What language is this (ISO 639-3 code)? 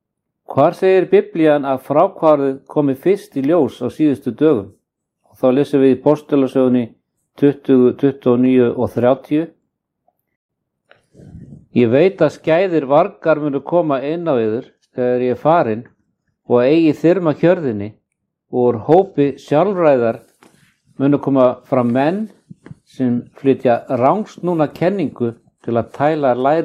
isl